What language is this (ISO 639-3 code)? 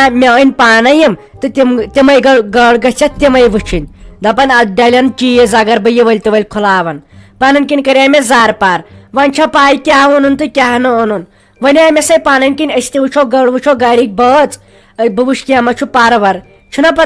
kas